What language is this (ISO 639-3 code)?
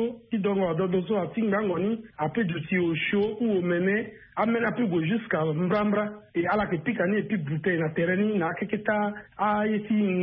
sag